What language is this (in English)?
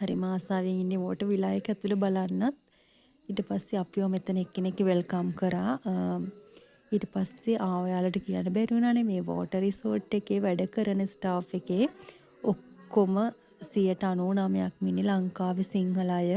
Sinhala